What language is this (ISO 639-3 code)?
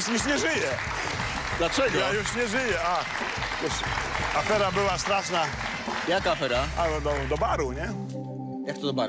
pol